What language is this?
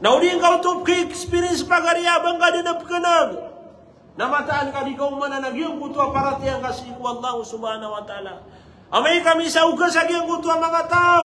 Maranao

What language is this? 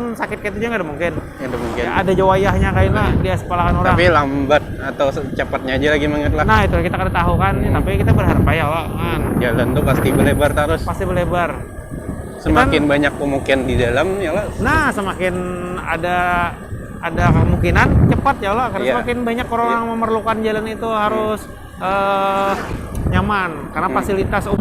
Banjar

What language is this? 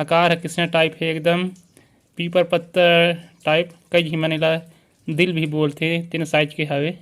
Chhattisgarhi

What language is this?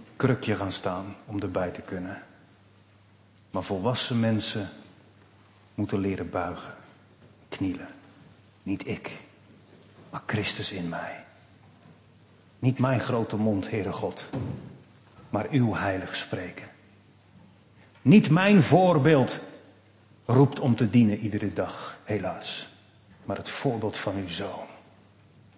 Dutch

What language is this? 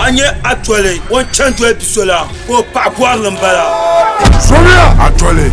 Dagbani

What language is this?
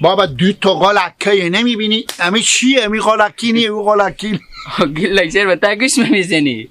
Hazaragi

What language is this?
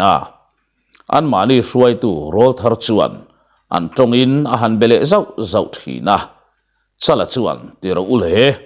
Mizo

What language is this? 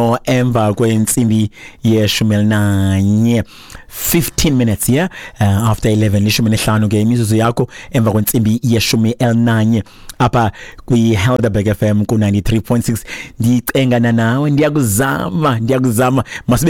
Xhosa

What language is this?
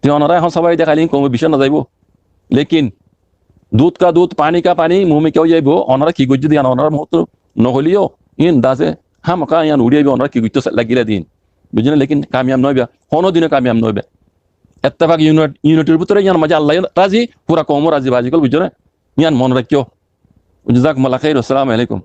Rohingya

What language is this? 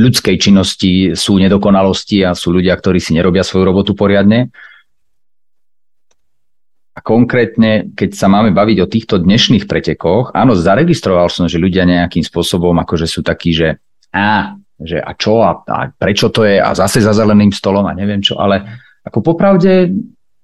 Slovak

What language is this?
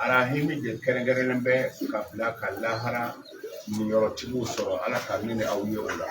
Bambara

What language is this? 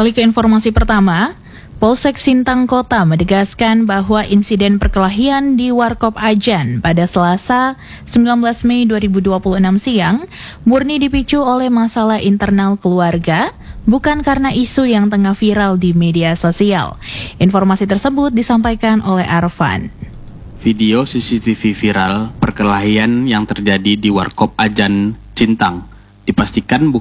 Indonesian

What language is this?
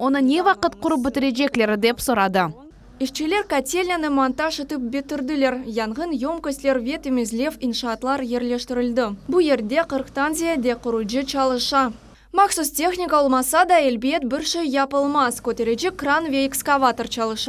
Crimean Tatar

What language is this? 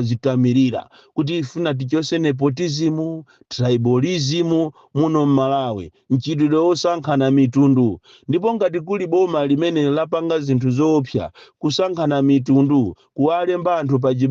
Nyanja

